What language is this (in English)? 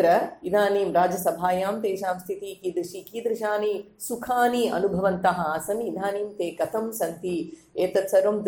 Sanskrit